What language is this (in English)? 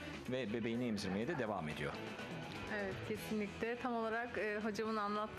Turkish